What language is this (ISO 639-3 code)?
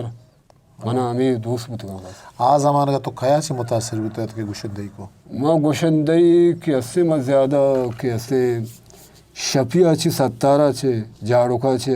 bgp